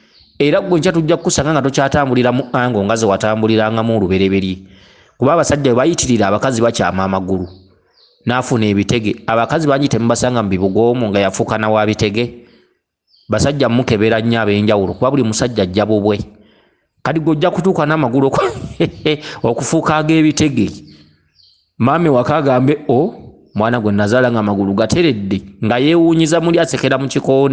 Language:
Ganda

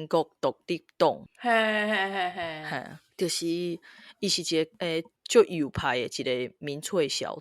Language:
Min Nan Chinese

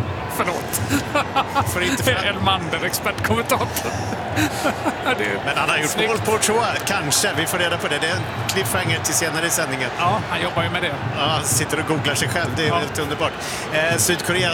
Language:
Swedish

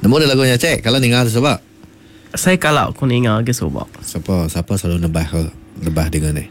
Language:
Iban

